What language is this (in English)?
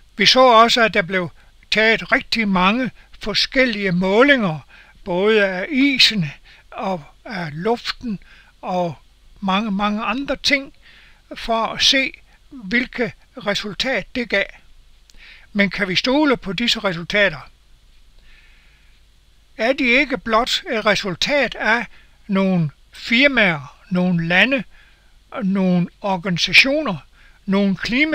Danish